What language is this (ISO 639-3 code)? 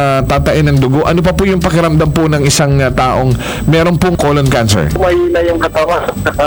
fil